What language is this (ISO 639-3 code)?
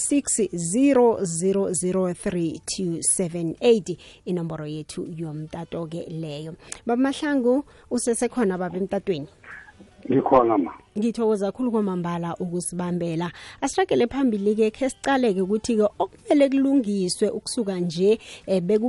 nbl